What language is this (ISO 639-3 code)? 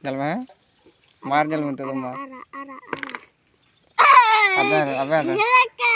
sat